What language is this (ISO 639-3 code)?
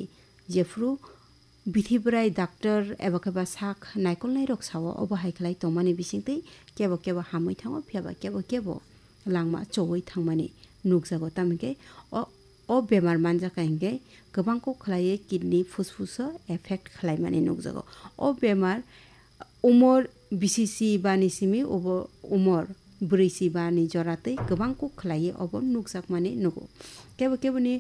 trp